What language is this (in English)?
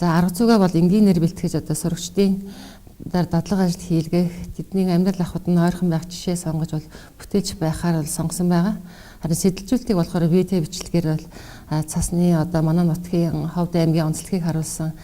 Mongolian